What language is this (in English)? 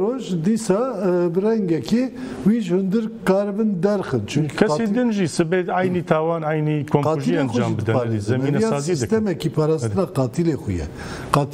Kurdish